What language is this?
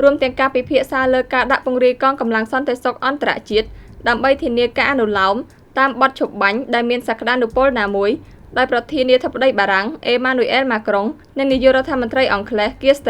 Khmer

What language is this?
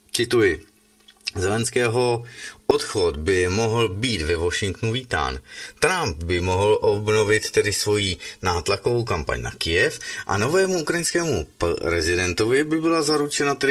Czech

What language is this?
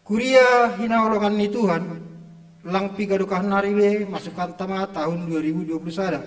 Batak Simalungun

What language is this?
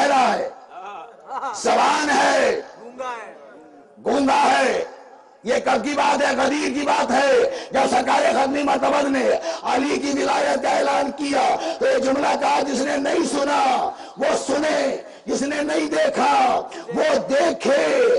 Urdu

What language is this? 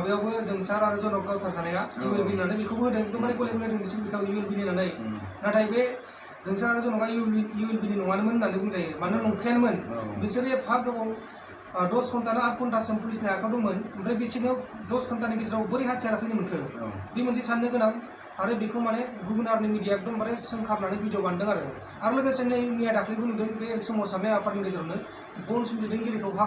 Bodo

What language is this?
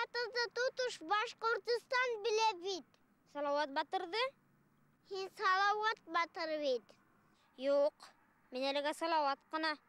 Bashkir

